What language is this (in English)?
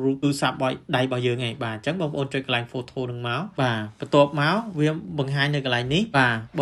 Khmer